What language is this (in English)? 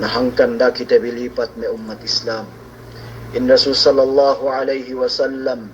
Yakan